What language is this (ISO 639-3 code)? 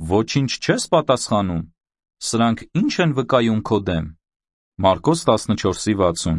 hye